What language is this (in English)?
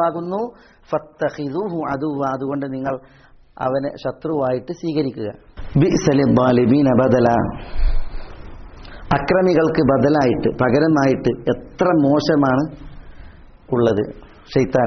Malayalam